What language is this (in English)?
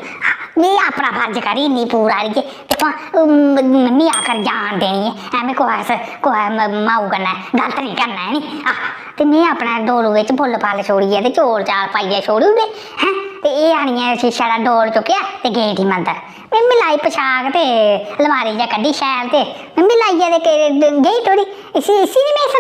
Dogri